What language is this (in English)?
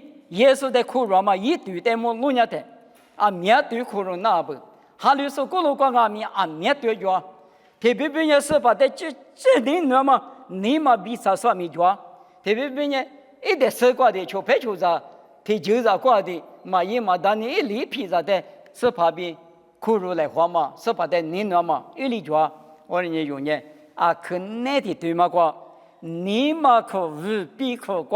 Lisu